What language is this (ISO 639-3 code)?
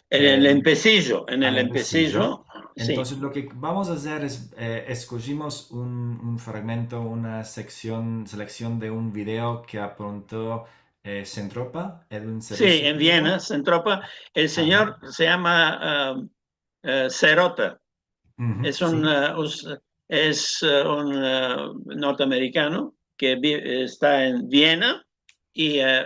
lad